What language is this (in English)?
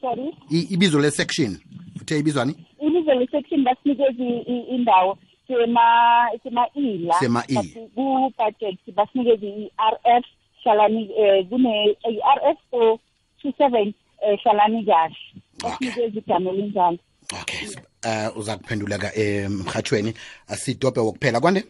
South Ndebele